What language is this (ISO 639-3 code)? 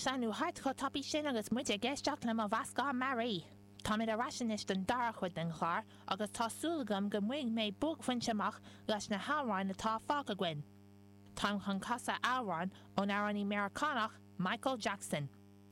gle